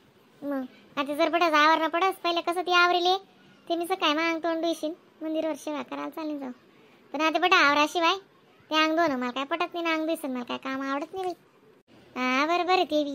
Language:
Khandesi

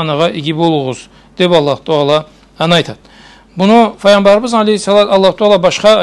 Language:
Karachay-Balkar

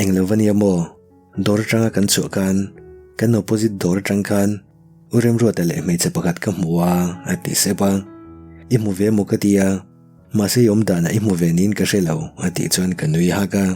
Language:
Mizo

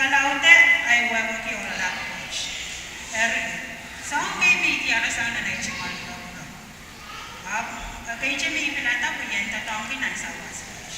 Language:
Pohnpeian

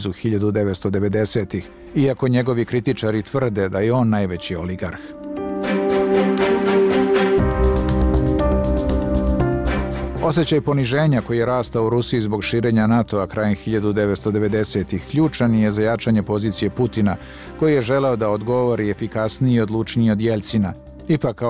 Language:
Bosnian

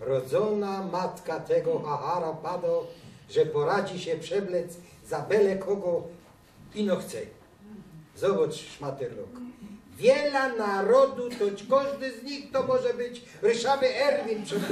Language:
Silesian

